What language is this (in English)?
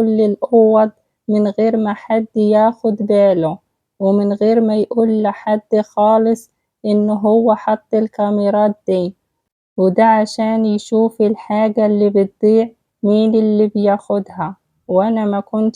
Egyptian Arabic